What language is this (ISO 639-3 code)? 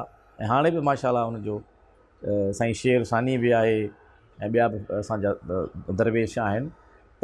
snd